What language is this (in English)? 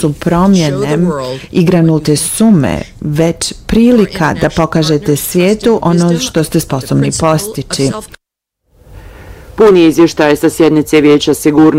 Bosnian